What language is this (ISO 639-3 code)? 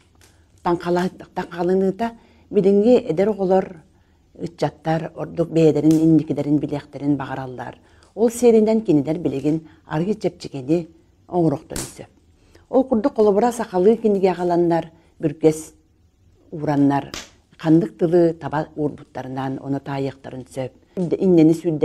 sah